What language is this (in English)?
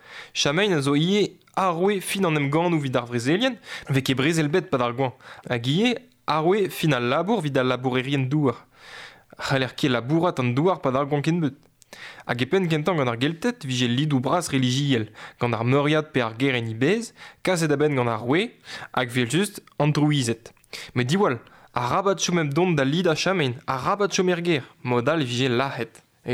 Breton